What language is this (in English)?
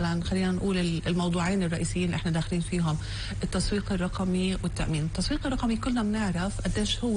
North Levantine Arabic